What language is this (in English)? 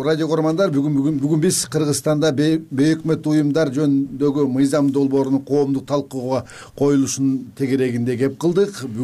Kyrgyz